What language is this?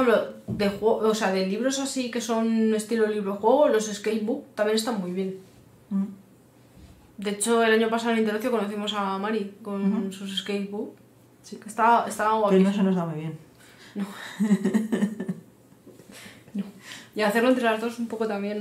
Spanish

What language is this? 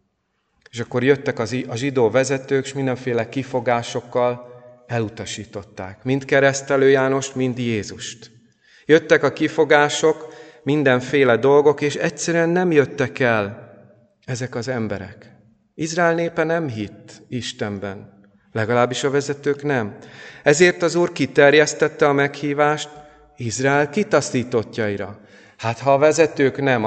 Hungarian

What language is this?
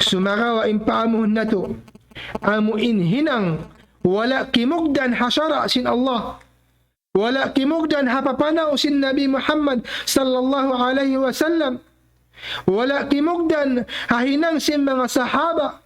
Tausug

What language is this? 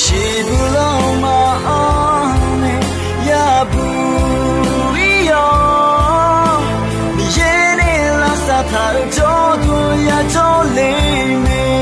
Akha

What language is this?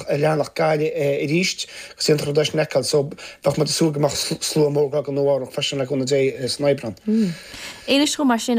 Irish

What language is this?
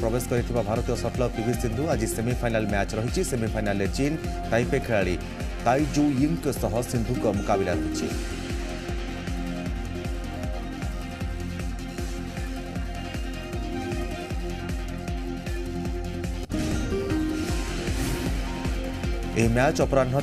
Odia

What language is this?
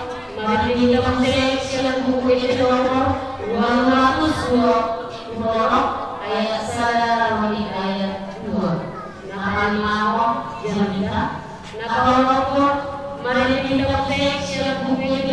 Batak Toba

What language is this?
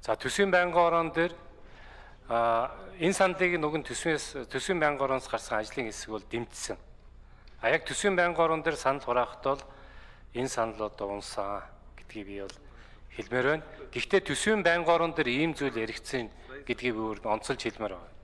Mongolian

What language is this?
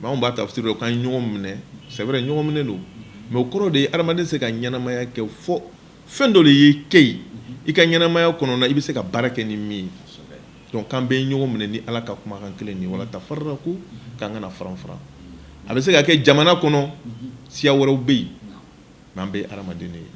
Bambara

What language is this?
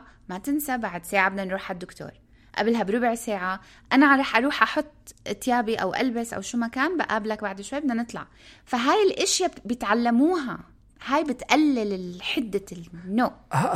North Levantine Arabic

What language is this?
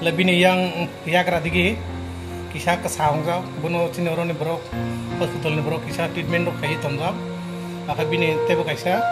Kok Borok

